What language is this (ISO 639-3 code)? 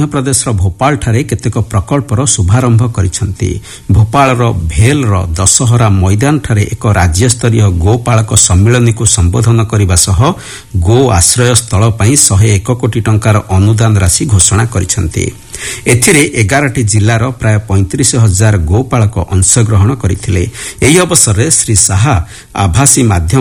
ori